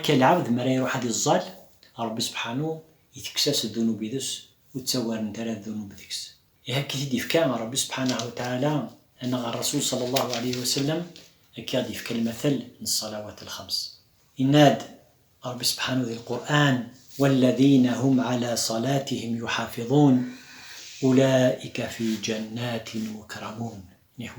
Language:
Kabyle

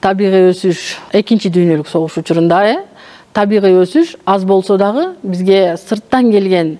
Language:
Kyrgyz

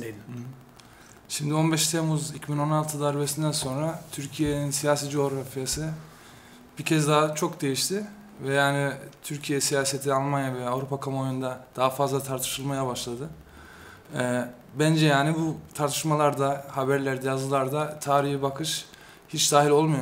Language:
Turkish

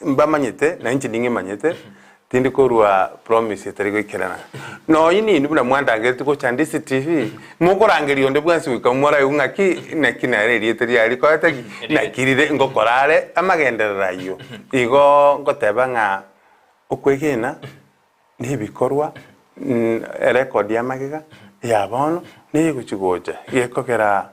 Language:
Gusii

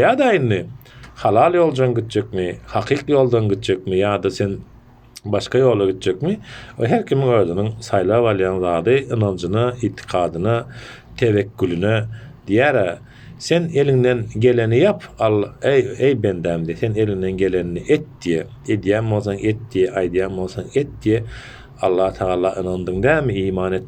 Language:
Turkmen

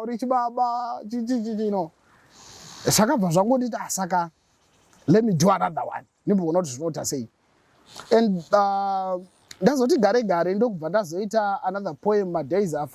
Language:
Shona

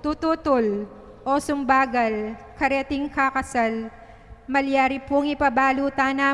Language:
Pampanga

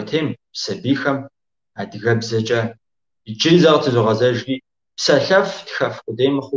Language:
Kabardian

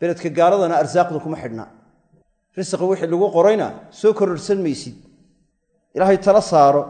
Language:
Somali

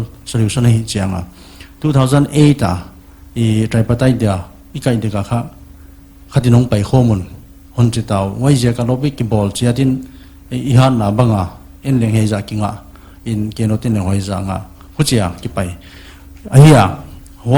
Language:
Paite Chin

